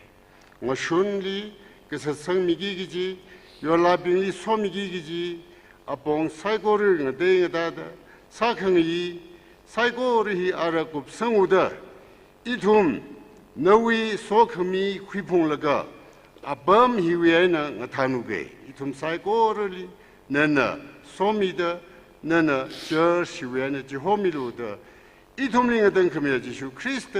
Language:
Tangkhul Naga (India)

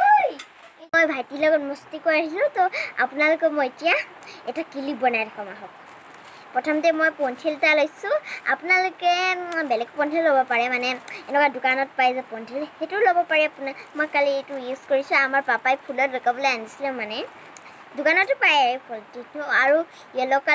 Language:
Assamese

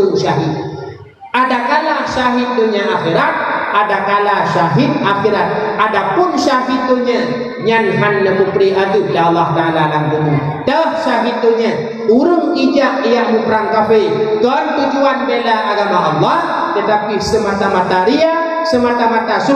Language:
Achinese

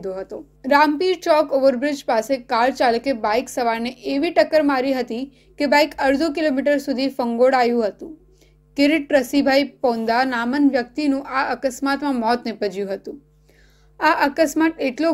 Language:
Gujarati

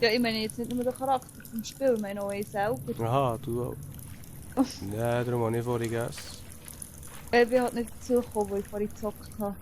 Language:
Swiss German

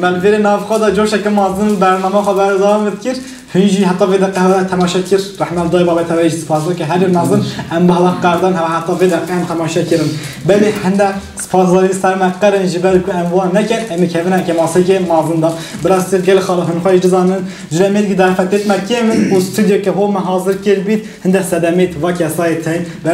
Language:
Kurdish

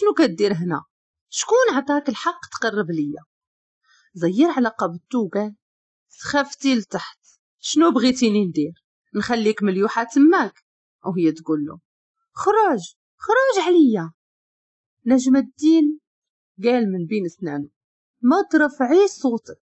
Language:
Moroccan Arabic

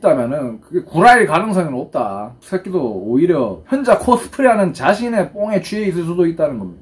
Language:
Korean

